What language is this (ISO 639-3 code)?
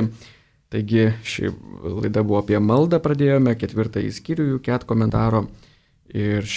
lit